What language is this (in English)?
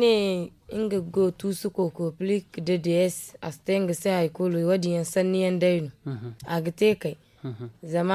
Zarma